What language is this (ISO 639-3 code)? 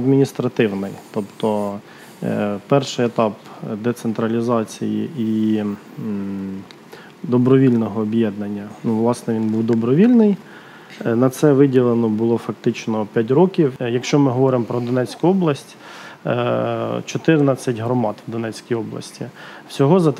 ukr